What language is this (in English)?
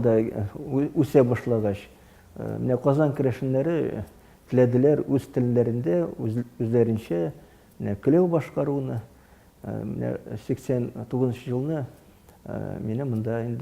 Tatar